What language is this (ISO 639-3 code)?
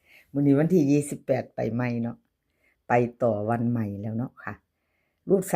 tts